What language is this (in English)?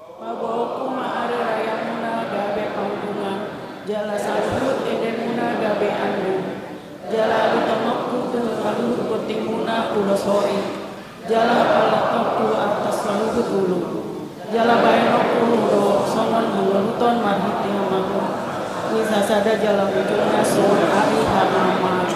Batak Toba